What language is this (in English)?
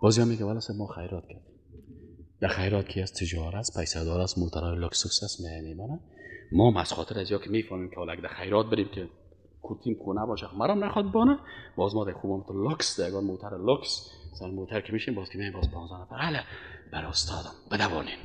Persian